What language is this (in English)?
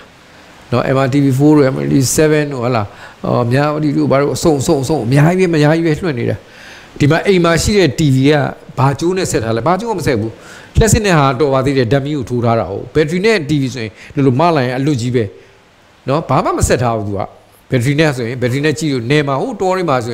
Burmese